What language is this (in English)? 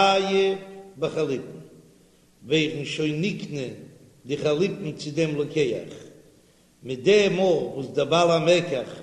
Yiddish